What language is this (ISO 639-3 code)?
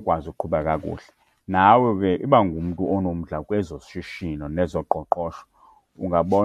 xho